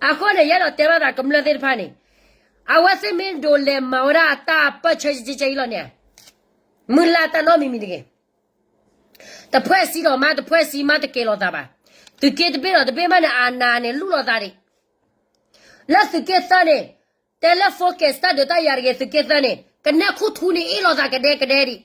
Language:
S'gaw Karen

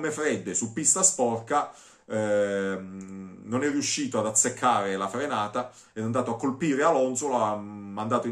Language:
Italian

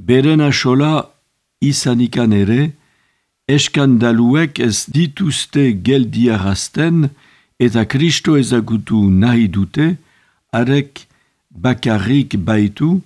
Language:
Basque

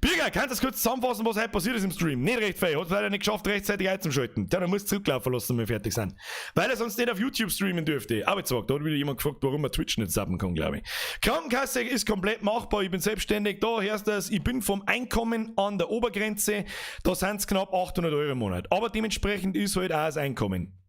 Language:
Bavarian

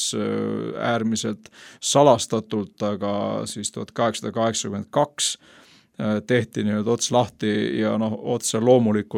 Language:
Estonian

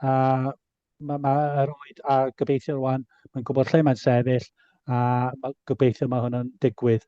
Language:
Welsh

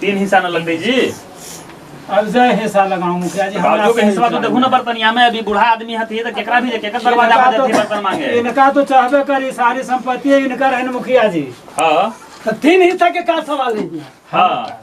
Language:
Magahi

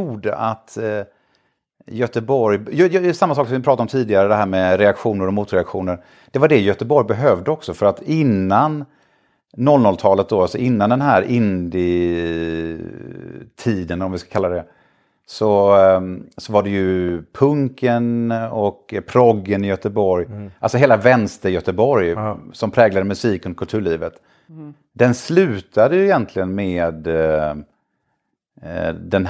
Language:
Swedish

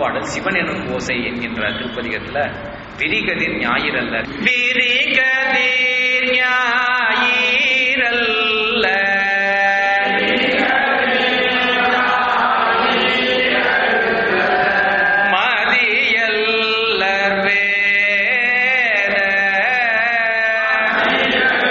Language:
Tamil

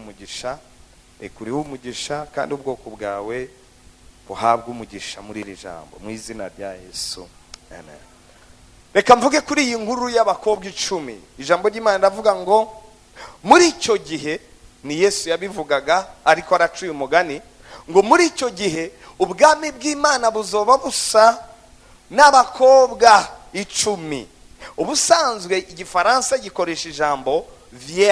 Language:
Rundi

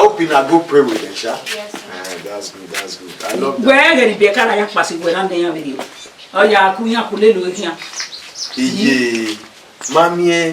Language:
Bini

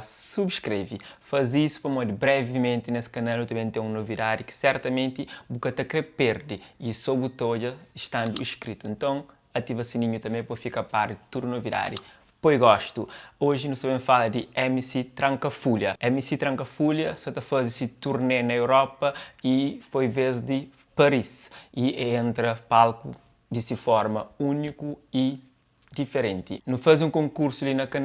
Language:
Kabuverdianu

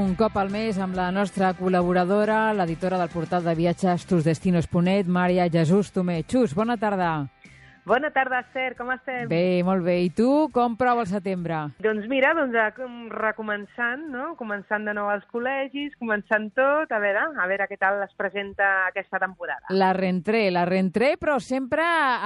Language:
Catalan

